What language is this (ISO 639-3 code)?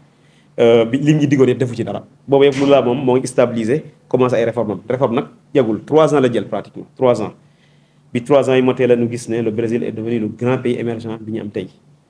wol